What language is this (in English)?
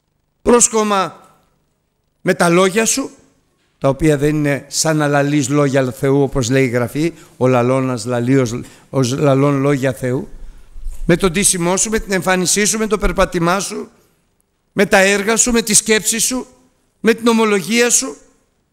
Greek